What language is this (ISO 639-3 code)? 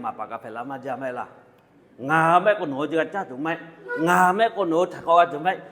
lhu